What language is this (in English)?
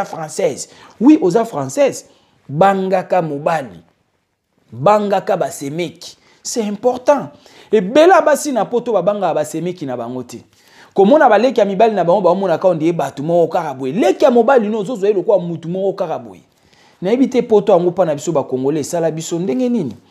Lingala